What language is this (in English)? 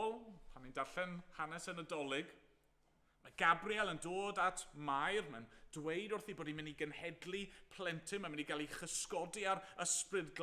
Welsh